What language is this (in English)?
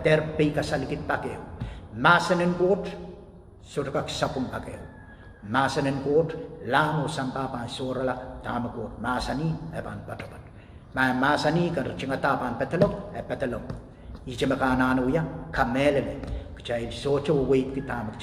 Pohnpeian